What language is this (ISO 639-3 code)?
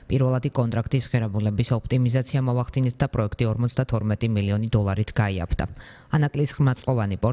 kat